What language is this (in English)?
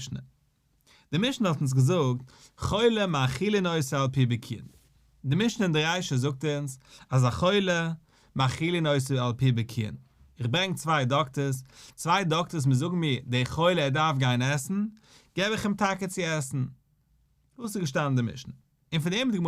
Yiddish